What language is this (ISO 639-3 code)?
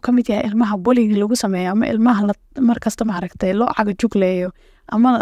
som